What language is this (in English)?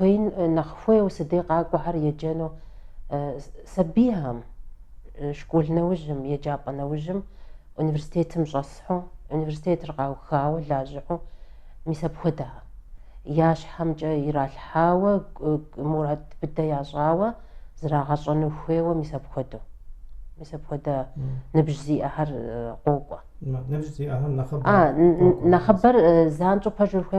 Kabardian